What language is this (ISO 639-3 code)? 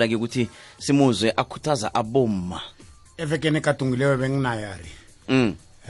nbl